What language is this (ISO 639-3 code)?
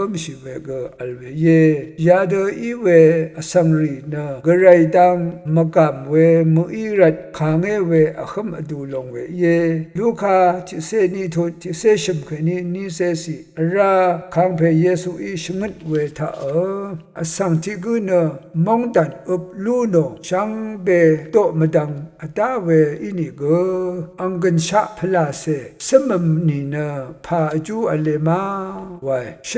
raw